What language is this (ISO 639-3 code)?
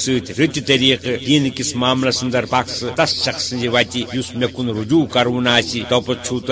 kas